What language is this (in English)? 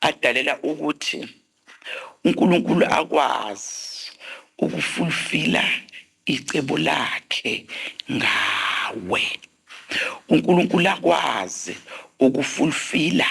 Zulu